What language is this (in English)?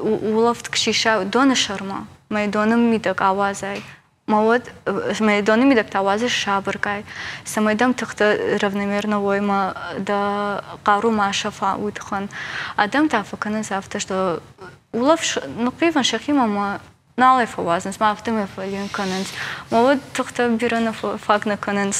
Ossetic